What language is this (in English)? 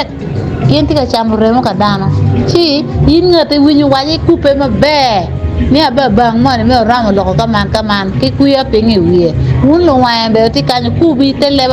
Acoli